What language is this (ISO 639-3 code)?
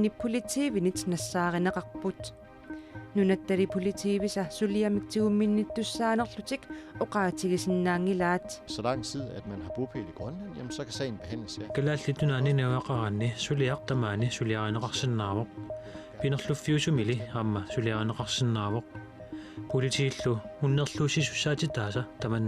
kal